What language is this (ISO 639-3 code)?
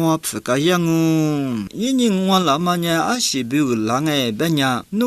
lis